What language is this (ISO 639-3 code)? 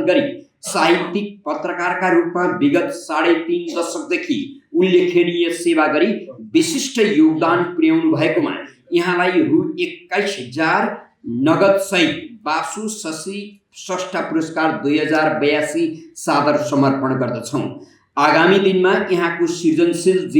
nep